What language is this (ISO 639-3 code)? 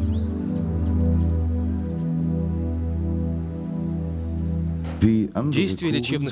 rus